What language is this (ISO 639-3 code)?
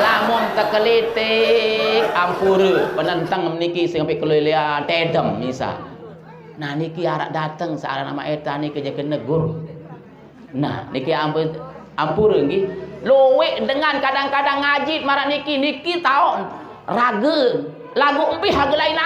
sas